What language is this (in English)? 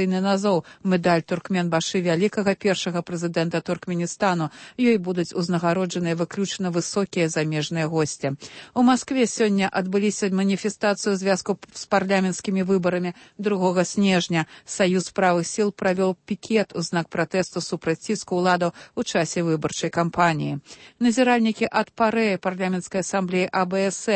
Belarusian